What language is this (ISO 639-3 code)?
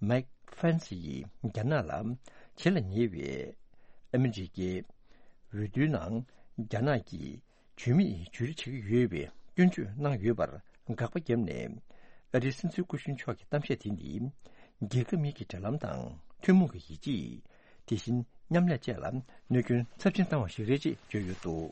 bod